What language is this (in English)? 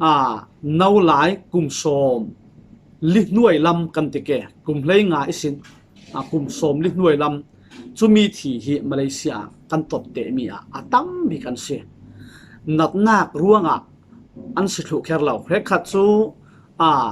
Falam Chin